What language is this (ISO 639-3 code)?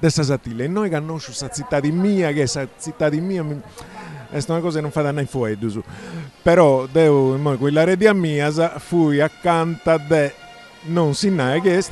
srd